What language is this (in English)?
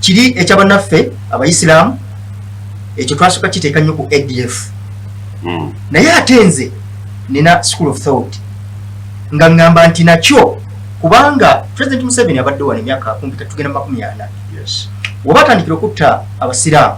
Ganda